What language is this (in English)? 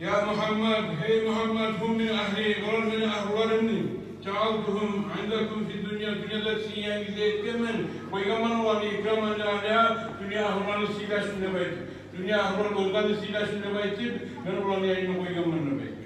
Kumyk